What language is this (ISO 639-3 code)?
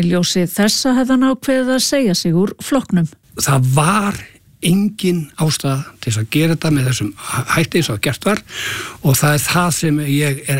isl